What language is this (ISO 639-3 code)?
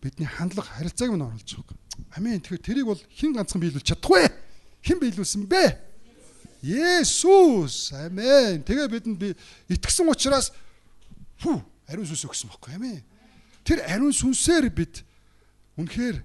mon